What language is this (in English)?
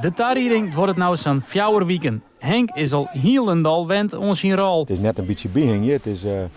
Western Frisian